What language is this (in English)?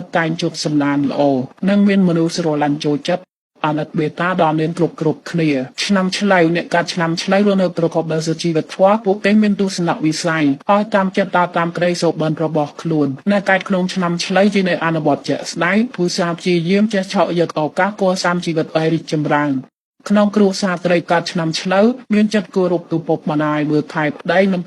Khmer